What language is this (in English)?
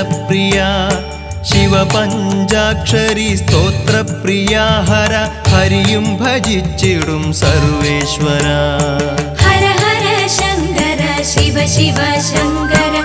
Malayalam